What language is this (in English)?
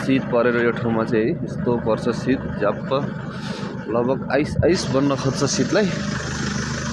Nepali